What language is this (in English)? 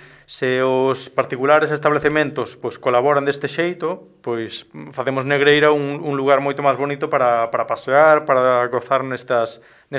Galician